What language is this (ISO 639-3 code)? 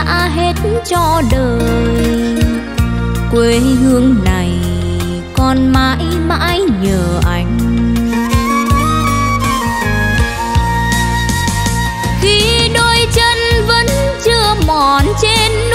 vie